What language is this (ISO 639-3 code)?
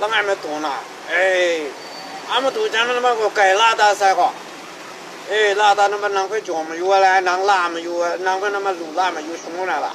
kac